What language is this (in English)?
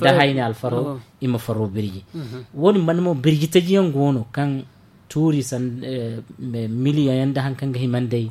Zarma